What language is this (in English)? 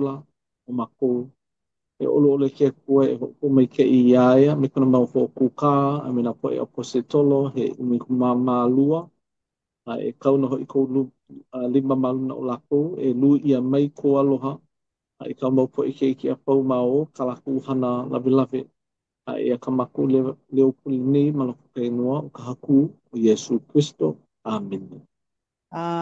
Hawaiian